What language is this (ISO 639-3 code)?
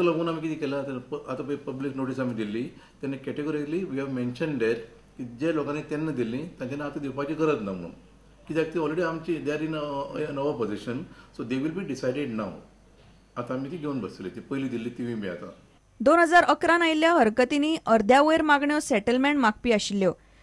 kok